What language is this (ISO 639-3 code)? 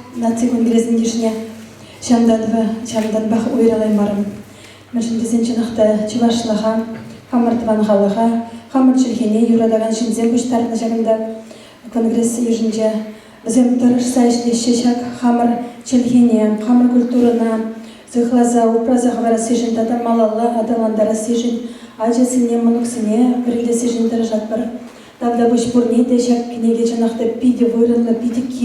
chv